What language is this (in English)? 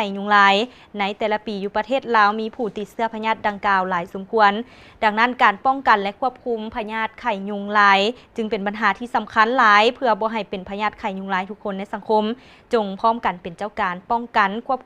Lao